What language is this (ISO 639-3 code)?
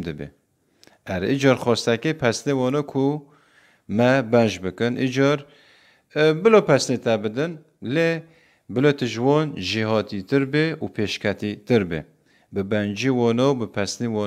kur